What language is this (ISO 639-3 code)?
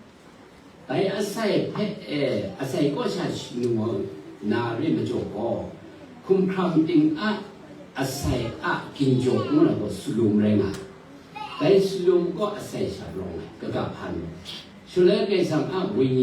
kac